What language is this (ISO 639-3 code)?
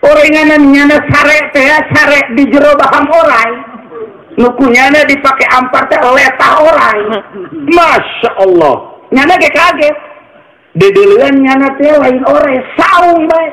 sun